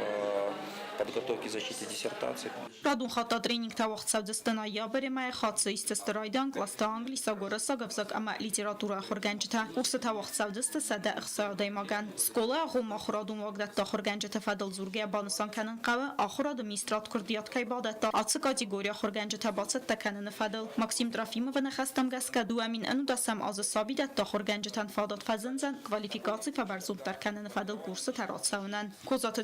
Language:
Ossetic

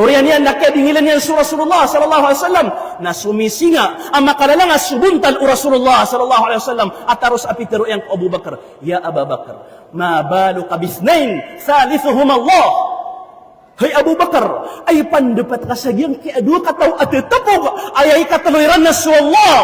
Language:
Maranao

